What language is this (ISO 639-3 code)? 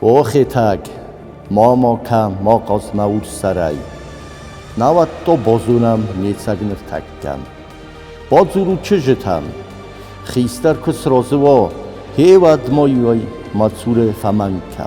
oss